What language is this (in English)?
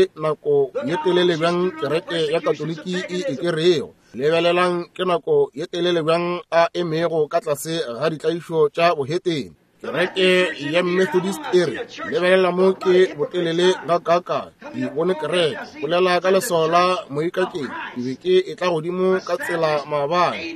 Northern Sotho